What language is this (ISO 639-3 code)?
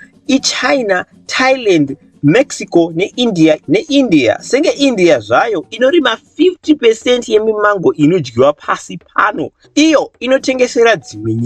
sna